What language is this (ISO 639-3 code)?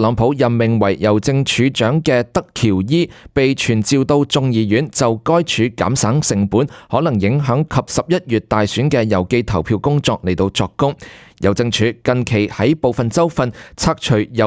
yue